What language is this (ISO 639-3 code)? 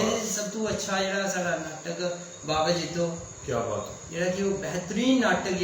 doi